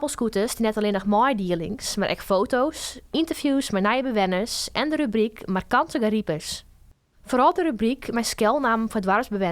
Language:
Western Frisian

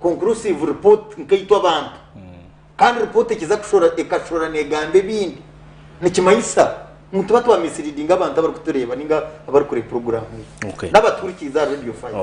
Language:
Nyankole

